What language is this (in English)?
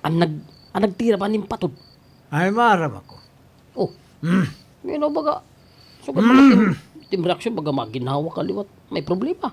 Waray